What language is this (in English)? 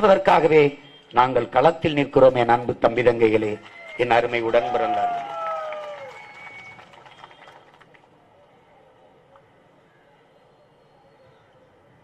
Tamil